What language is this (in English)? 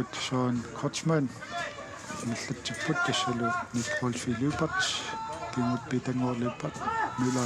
Kalaallisut